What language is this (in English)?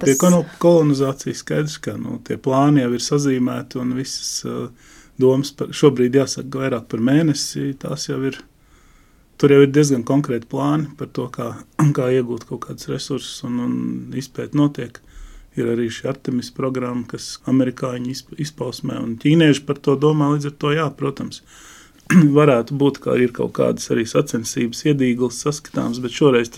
Latvian